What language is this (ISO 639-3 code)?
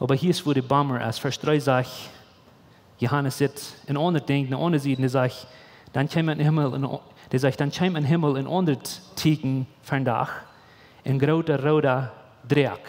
pdt